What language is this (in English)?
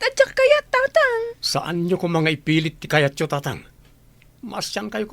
Iloko